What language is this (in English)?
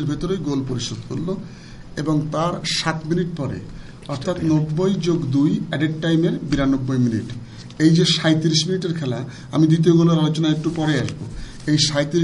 Bangla